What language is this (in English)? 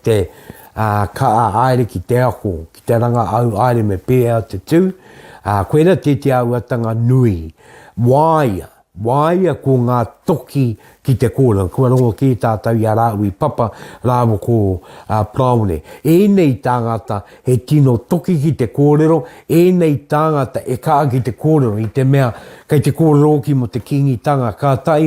Māori